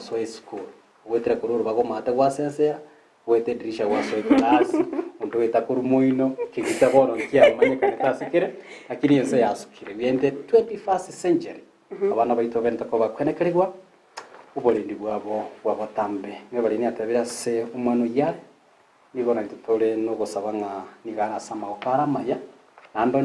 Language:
Gusii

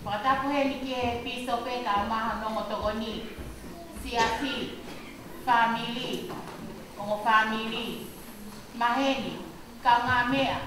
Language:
Tongan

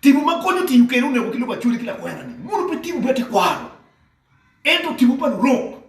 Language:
Acoli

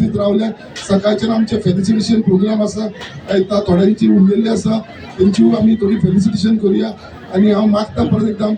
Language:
Konkani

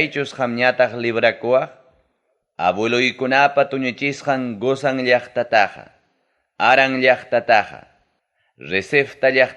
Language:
Ayacucho Quechua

